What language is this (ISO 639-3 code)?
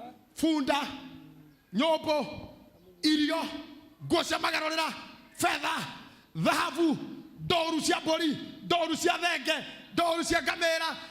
kik